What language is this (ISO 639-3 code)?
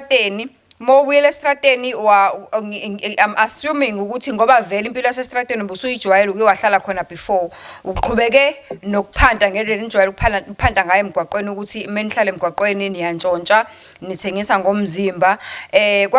zul